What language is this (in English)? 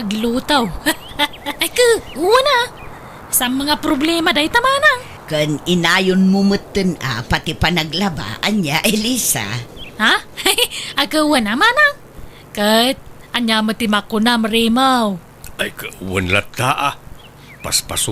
Iloko